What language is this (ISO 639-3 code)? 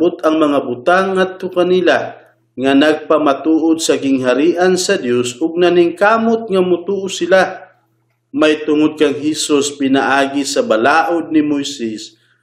ceb